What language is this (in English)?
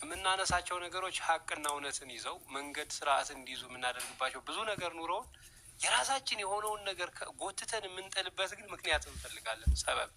Amharic